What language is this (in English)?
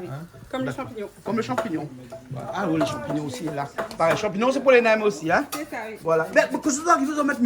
Réunion Creole French